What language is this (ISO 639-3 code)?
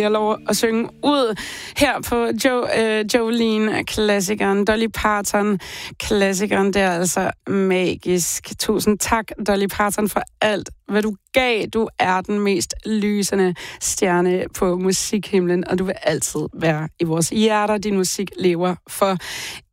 dan